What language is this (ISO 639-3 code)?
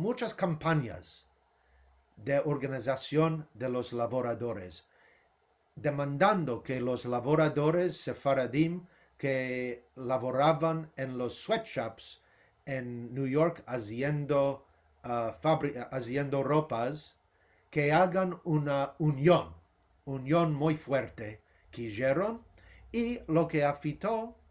lad